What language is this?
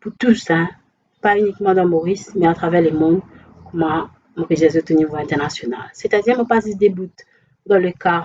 Morisyen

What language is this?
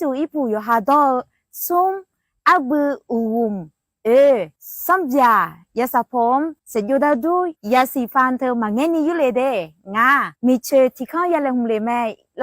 Akha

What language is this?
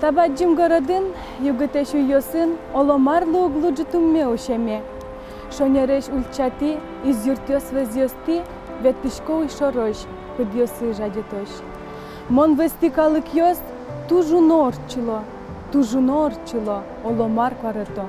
Udmurt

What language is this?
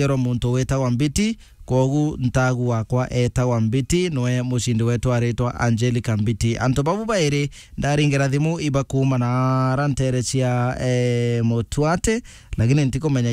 Meru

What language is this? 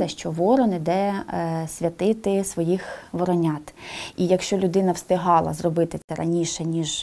Ukrainian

